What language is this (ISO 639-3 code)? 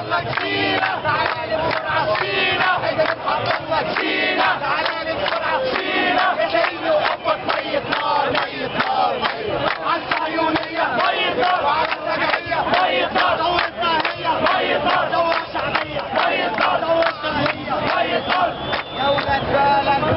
arz